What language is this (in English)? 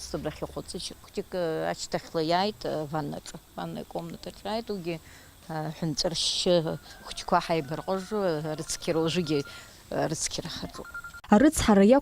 Abkhazian